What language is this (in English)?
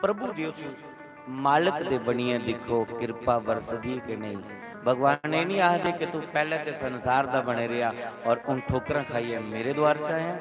Dogri